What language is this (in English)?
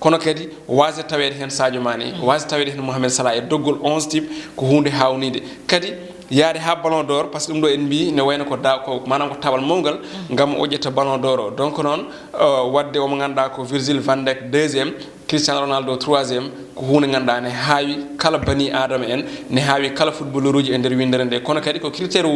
Fula